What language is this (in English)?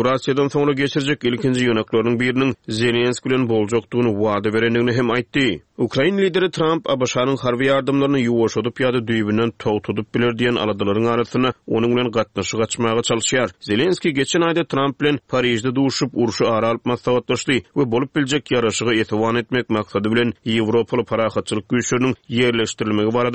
Turkmen